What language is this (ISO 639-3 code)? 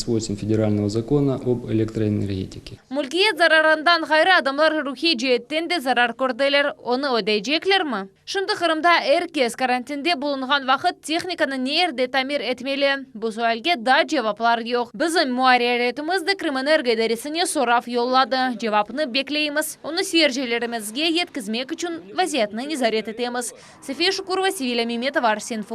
crh